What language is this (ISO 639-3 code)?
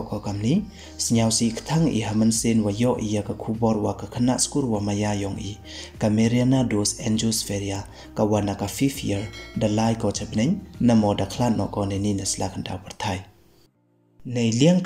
pbv